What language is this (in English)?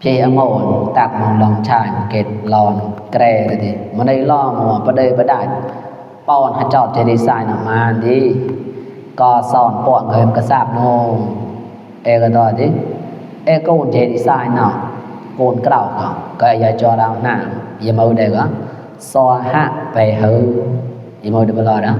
Mon